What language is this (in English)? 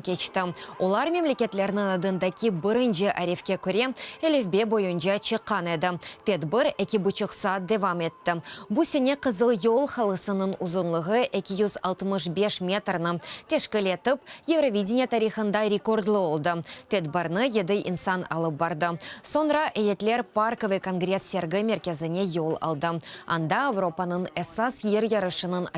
Crimean Tatar